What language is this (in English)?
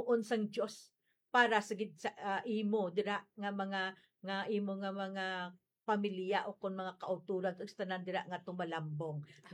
Hiligaynon